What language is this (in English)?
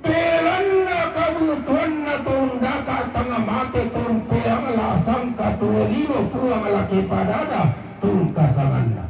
Toraja-Sa'dan